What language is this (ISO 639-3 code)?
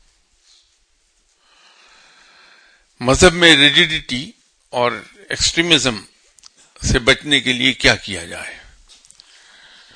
urd